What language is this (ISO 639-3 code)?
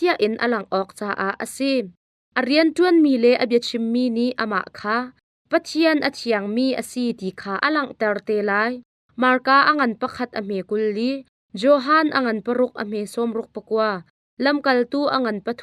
cnh